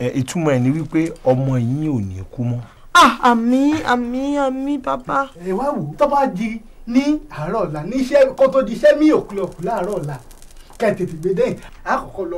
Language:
Yoruba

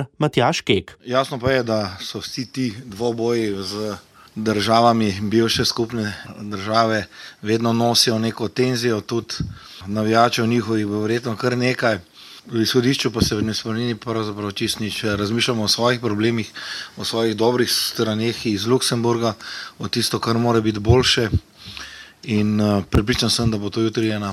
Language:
Slovenian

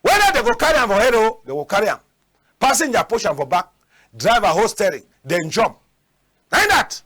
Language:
Cameroon Pidgin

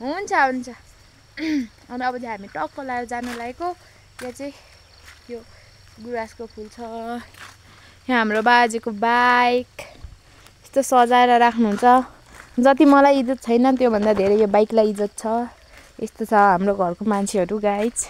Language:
Nepali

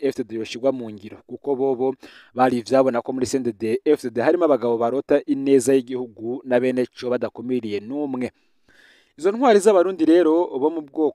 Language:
Rundi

